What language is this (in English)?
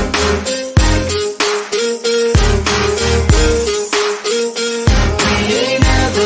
English